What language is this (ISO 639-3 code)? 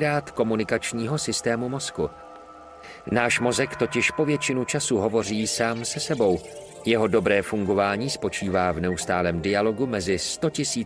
ces